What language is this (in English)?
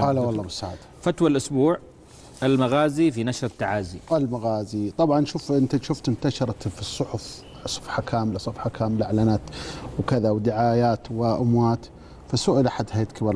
Arabic